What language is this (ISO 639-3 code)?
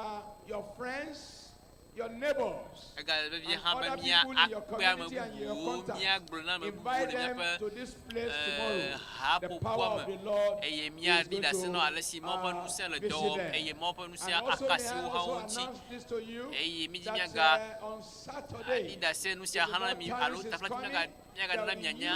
ewe